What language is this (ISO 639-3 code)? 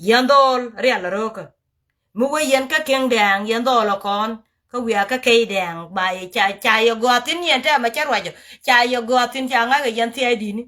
nus